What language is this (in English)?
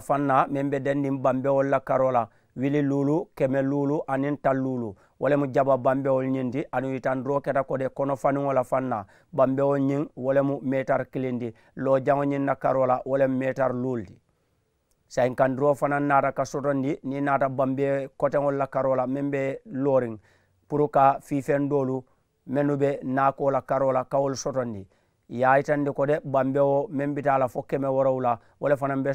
Mandingo